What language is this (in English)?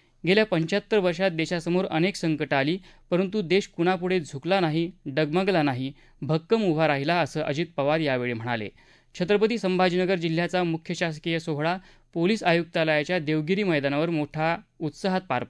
Marathi